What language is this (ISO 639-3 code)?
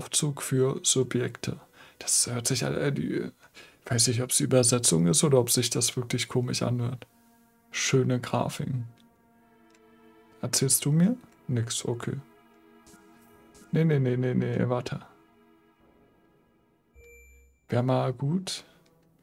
deu